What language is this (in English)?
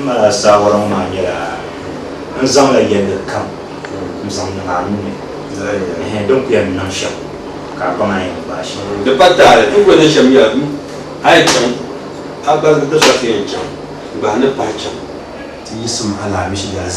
Dagbani